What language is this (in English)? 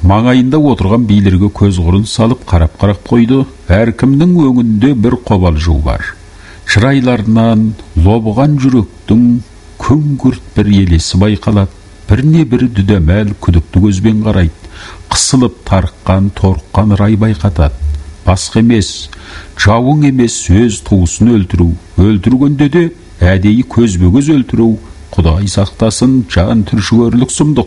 Kazakh